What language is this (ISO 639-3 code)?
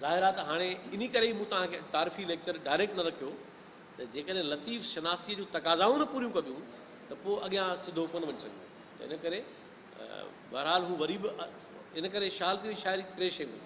snd